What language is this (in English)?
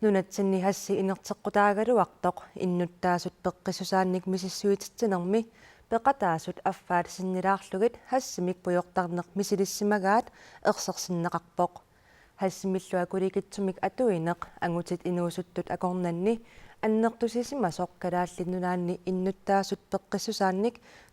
Kalaallisut